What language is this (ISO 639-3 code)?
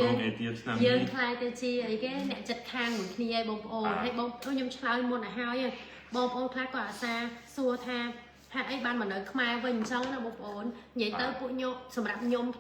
khm